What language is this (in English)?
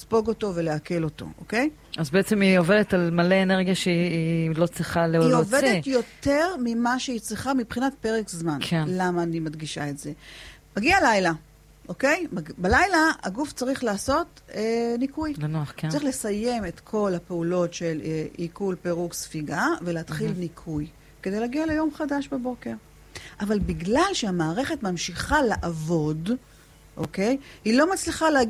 Hebrew